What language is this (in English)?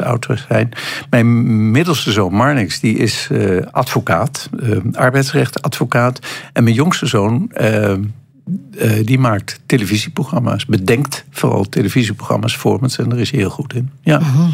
Dutch